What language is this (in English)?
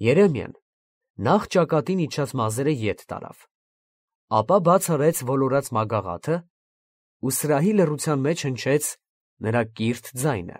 Armenian